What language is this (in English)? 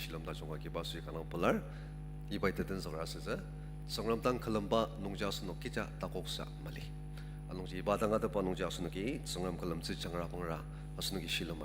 Ao Naga